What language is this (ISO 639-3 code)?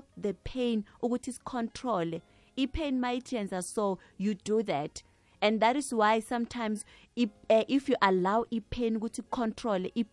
nbl